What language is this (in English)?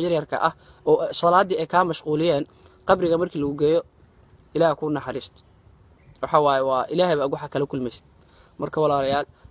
Somali